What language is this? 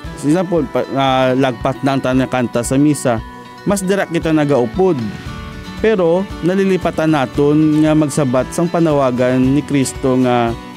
Hiligaynon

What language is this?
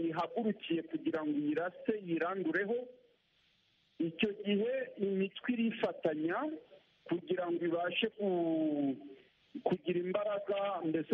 Kinyarwanda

